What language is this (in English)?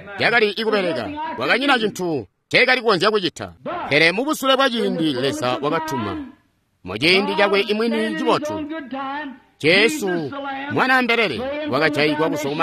Tonga (Zambia)